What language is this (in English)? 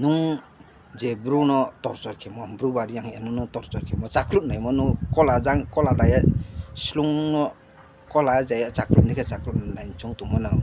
Riang (India)